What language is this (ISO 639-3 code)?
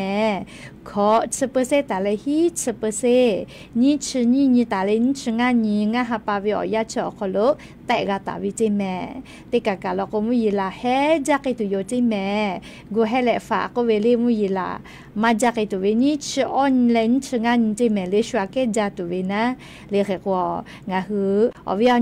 lhu